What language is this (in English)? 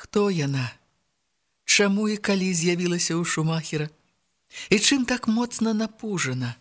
Belarusian